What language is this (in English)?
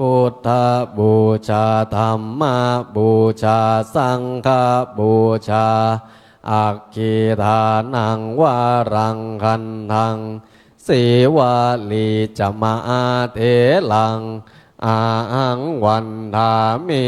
Pali